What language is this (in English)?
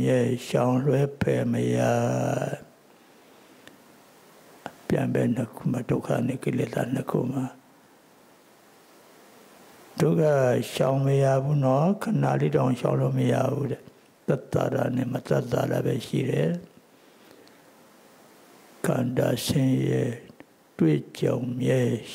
Burmese